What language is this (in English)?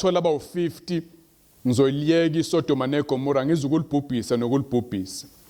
Zulu